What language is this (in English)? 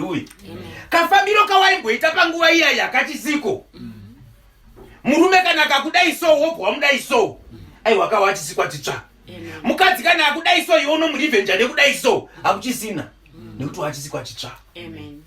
Shona